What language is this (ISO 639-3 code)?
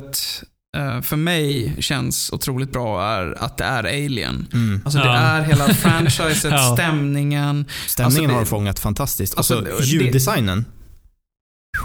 swe